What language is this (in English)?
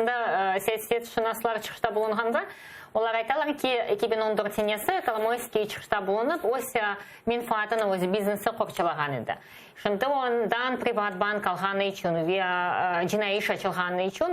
Crimean Tatar